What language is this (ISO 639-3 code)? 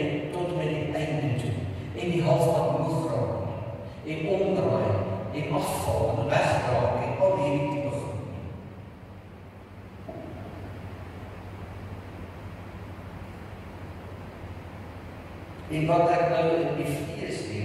afr